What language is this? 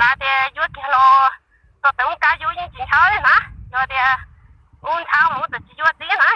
Hmong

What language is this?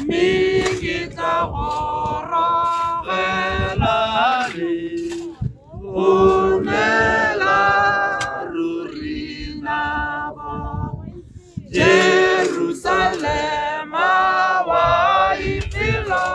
Tswana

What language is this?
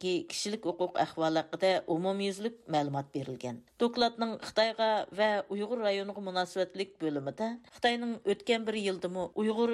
Uyghur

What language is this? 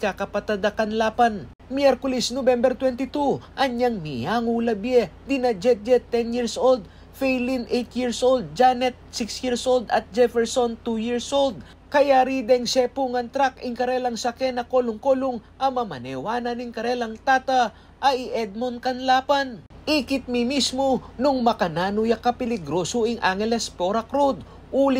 Pampanga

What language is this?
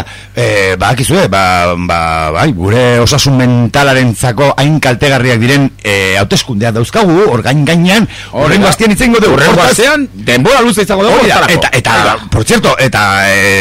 Basque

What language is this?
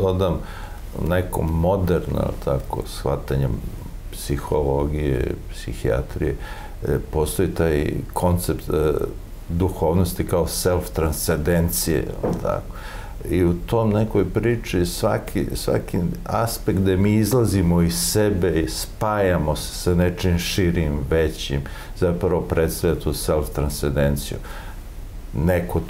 Serbian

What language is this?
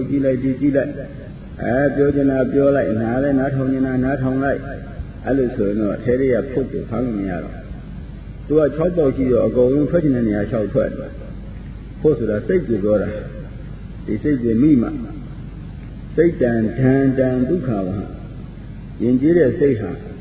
Burmese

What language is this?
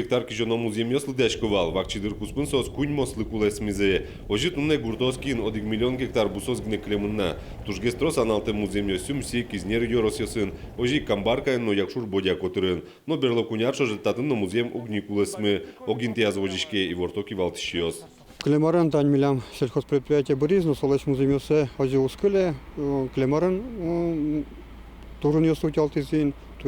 Udmurt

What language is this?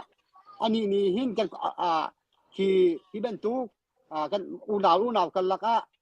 Hakha Chin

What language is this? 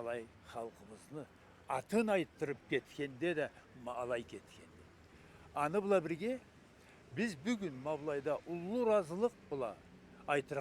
Karachay-Balkar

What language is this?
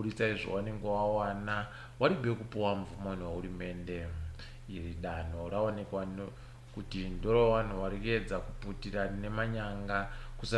Ndau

